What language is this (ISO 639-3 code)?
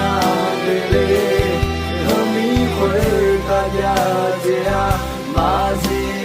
ahk